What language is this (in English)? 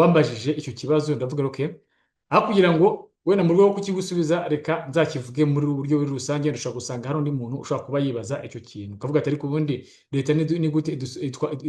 Kinyarwanda